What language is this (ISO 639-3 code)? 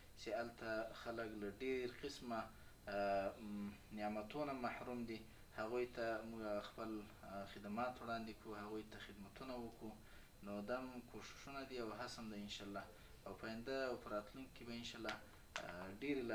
pus